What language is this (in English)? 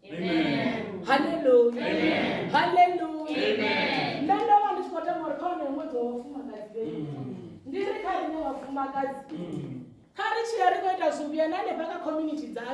Venda